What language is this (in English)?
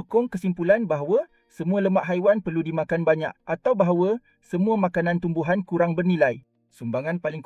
Malay